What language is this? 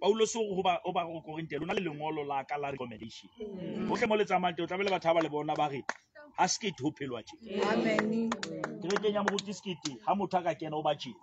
Southern Sotho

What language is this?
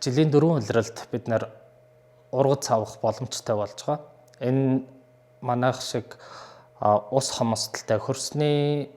Mongolian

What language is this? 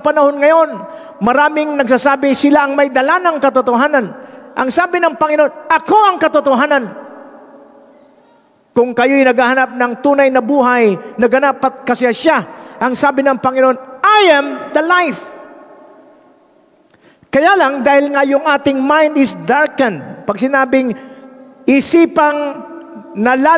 Filipino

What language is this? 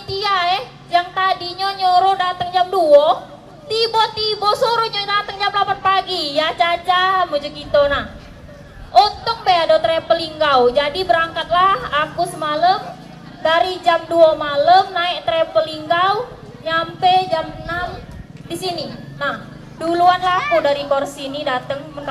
Musi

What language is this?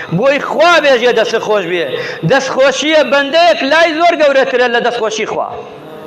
Central Kurdish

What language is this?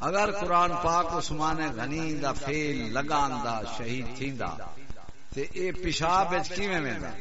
Saraiki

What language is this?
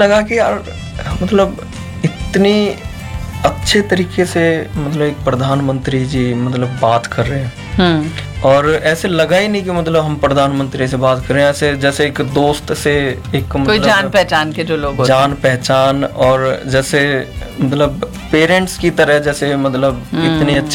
Hindi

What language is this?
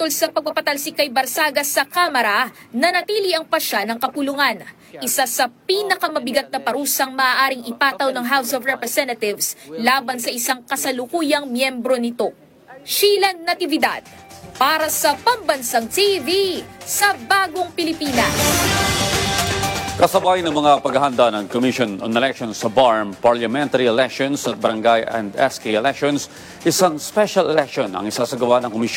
Filipino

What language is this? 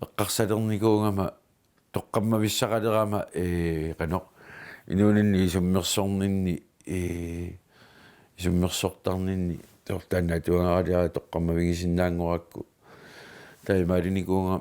Kalaallisut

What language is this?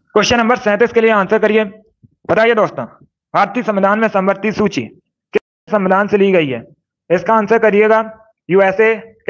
Hindi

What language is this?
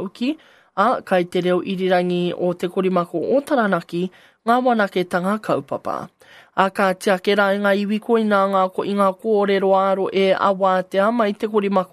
Māori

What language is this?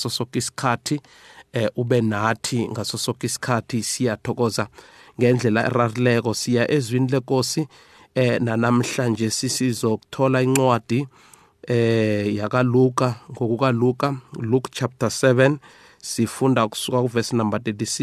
South Ndebele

